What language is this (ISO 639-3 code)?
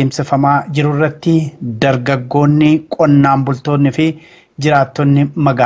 orm